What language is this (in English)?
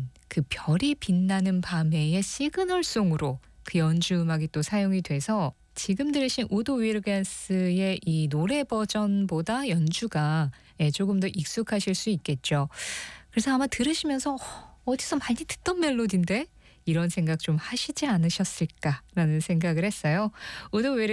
Korean